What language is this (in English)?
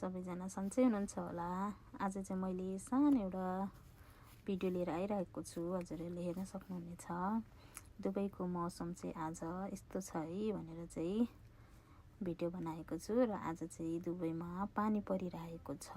Nepali